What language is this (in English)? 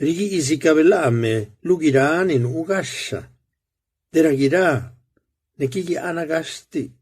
Zapotec